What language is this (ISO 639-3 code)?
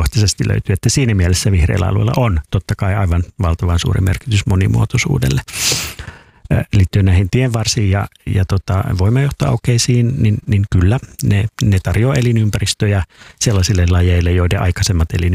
fin